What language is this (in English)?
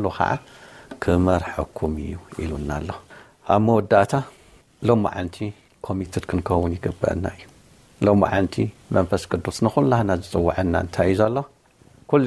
Tigrinya